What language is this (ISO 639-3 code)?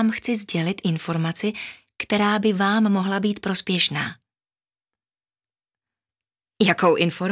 ces